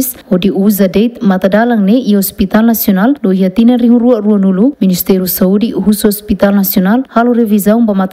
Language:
Tetum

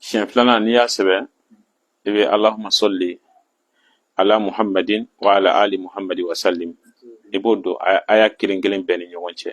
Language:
Bambara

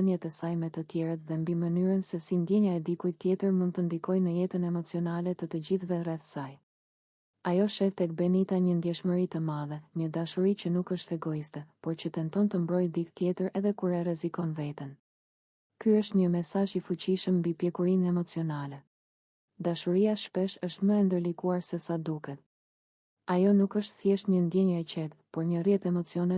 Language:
Albanian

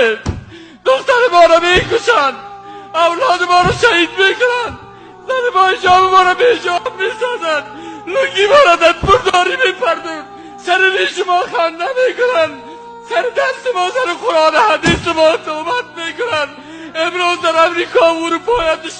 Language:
Persian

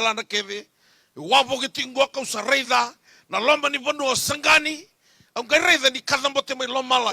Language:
Fijian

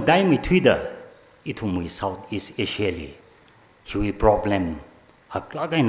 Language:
Tangkhul Naga (India)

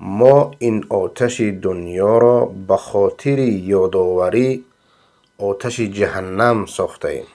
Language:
Persian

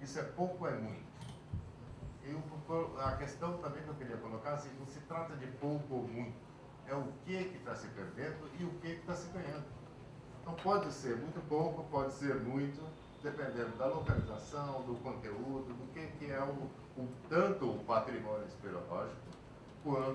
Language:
Portuguese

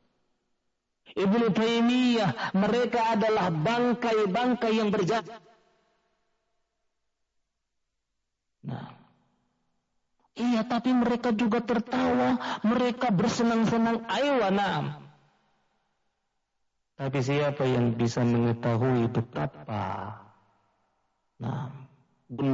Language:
Indonesian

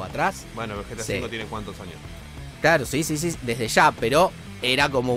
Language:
Spanish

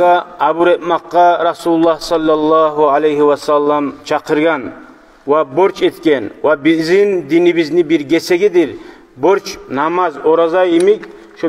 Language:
Kumyk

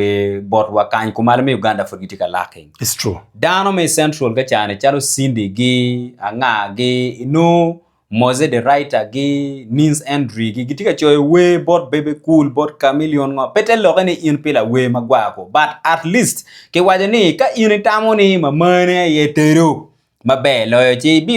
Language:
Acoli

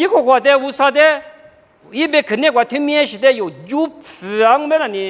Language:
Lisu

